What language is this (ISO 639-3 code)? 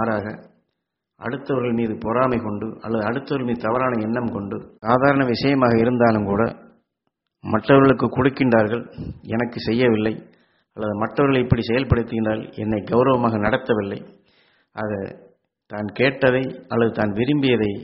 tam